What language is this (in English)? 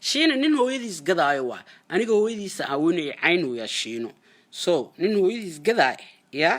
Somali